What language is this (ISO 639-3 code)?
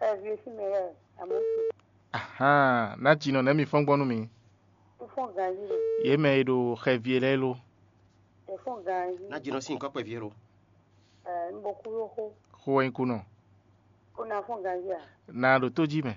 fon